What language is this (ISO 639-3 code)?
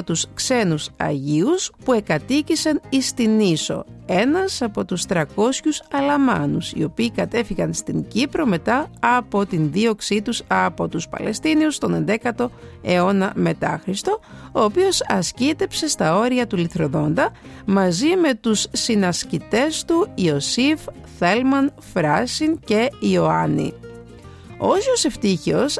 ell